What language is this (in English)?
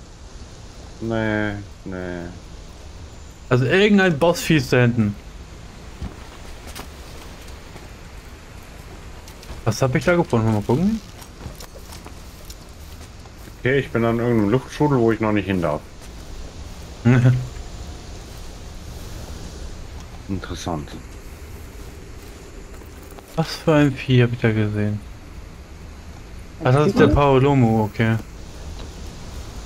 German